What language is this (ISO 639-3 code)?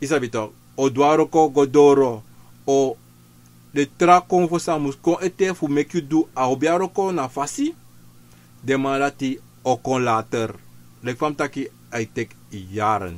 srn